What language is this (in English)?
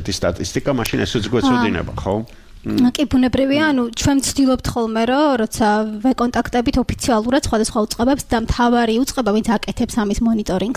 Georgian